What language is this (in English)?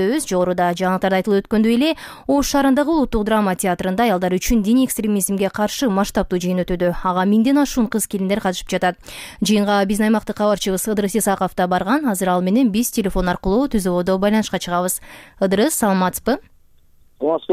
Kyrgyz